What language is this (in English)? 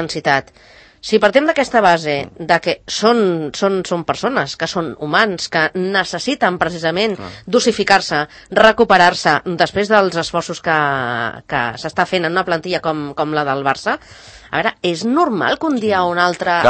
Catalan